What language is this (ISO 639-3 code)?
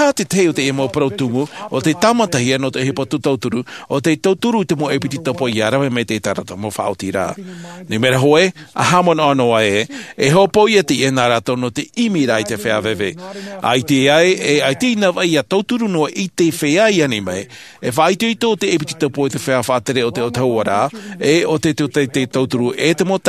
tah